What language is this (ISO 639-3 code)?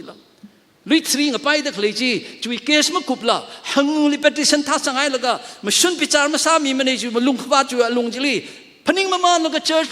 nmf